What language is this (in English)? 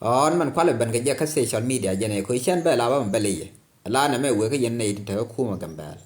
Nuer